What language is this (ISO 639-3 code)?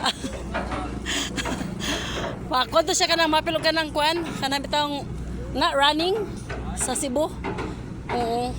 ceb